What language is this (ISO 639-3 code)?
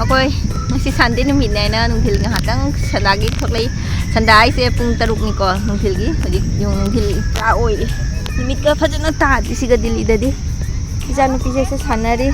mni